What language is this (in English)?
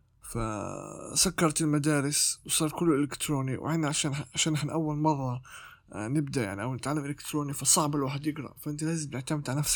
North Levantine Arabic